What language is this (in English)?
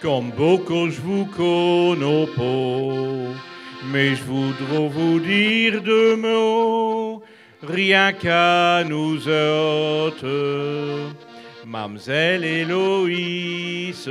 Picard